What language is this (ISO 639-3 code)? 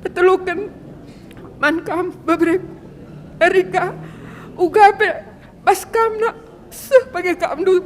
btx